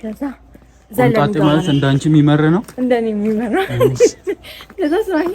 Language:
Amharic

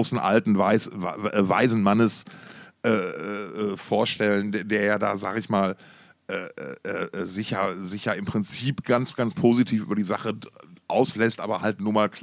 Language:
German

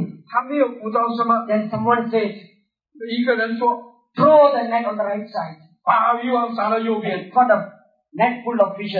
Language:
Chinese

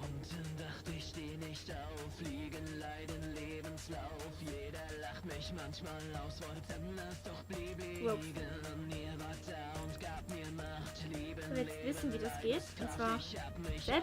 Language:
Swiss German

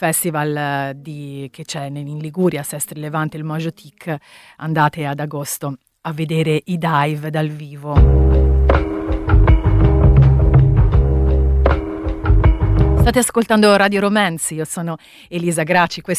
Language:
Italian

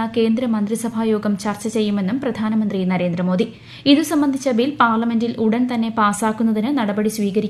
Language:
Malayalam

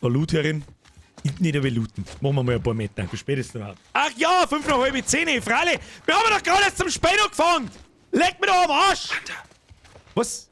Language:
Bavarian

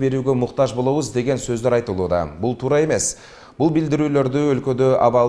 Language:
Kyrgyz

